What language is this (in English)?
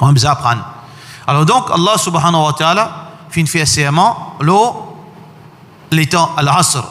Morisyen